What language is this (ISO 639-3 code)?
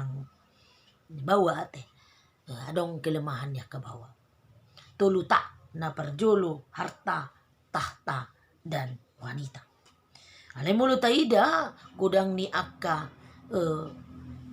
bbc